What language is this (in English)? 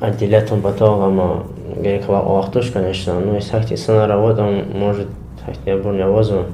Lezghian